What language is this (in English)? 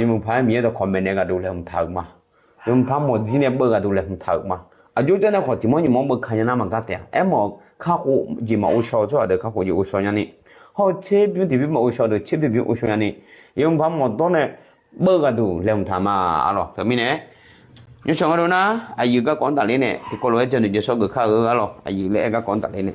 Akha